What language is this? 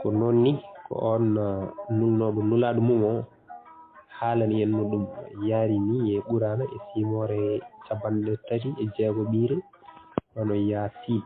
Fula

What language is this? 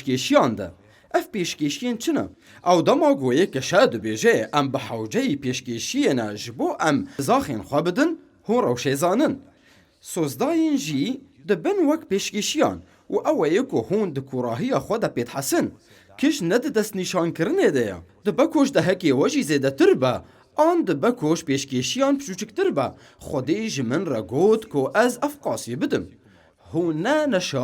Kurdish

